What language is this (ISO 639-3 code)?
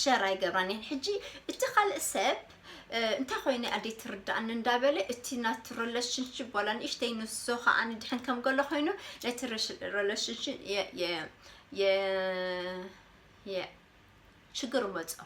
tir